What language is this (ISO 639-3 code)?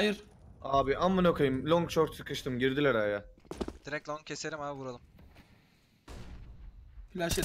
tur